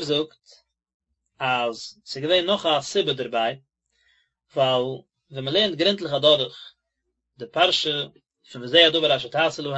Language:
Yiddish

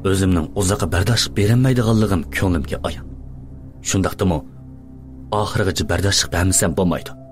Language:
Uyghur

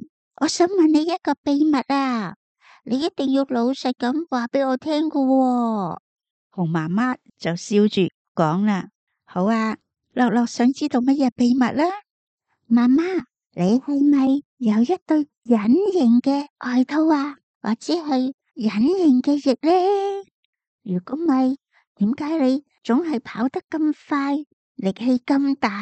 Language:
Cantonese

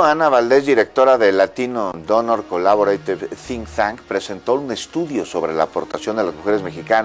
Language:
Spanish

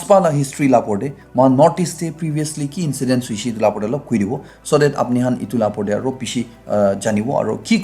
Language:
Naga Pidgin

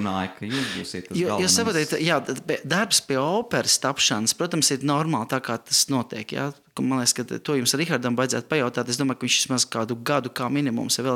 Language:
Latvian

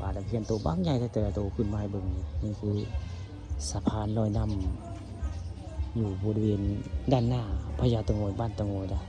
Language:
Northeastern Thai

